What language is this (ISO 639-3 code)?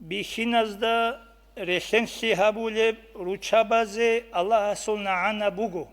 ava